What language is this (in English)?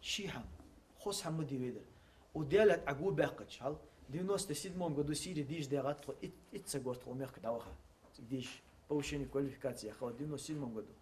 Ingush